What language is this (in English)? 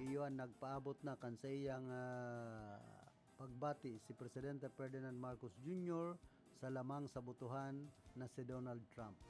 Bikol